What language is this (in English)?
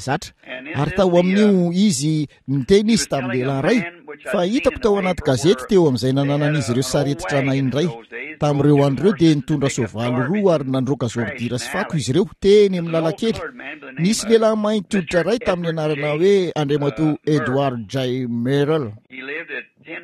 Malagasy